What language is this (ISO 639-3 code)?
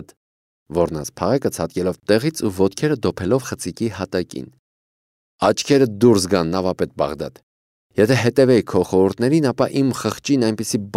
hye